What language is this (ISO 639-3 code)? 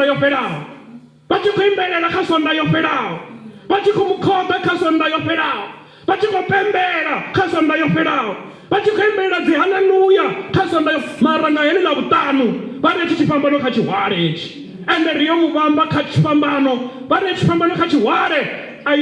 ven